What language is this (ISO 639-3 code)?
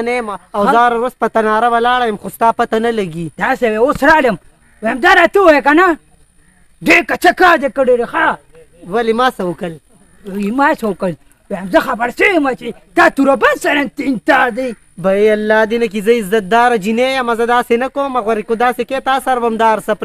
pus